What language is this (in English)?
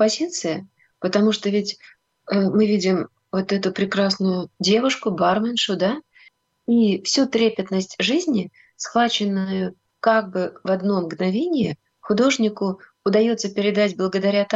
Russian